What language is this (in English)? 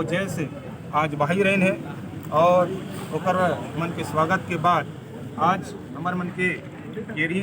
Chhattisgarhi